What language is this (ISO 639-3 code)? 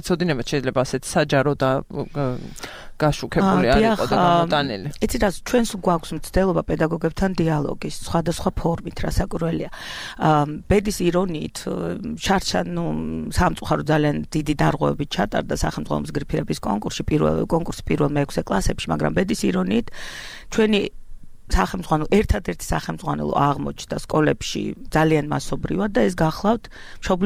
kat